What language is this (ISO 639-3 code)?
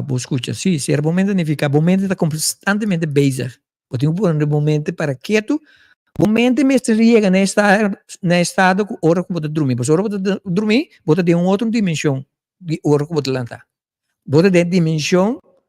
pap